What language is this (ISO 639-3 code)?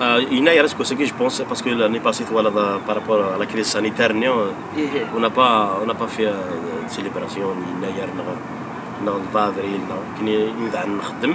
kab